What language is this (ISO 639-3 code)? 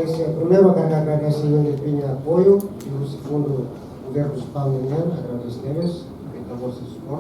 tet